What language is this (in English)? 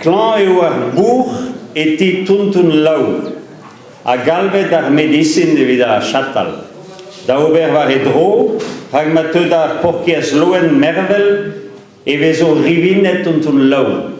Breton